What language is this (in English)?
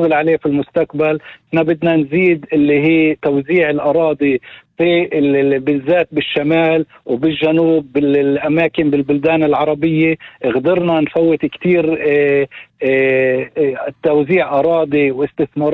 North Levantine Arabic